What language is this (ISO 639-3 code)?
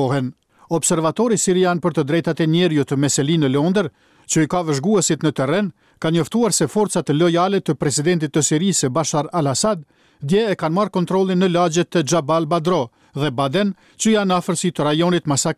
sqi